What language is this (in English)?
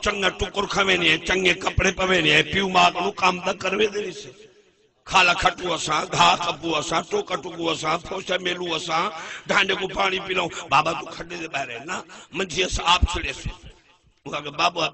Saraiki